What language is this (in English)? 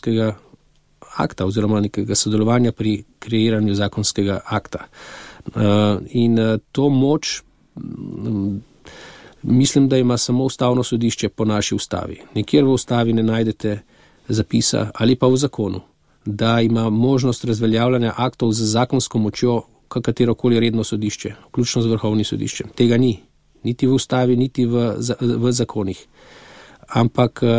Slovenian